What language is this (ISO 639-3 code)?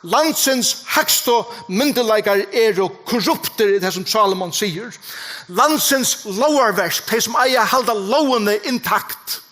fao